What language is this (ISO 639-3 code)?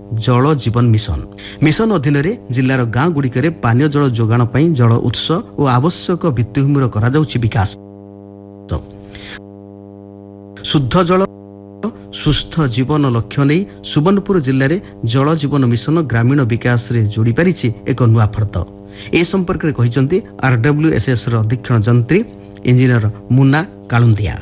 ori